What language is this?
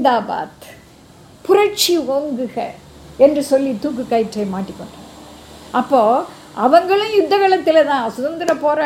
Tamil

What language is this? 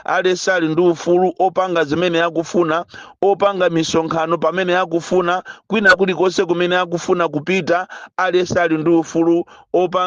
Nyanja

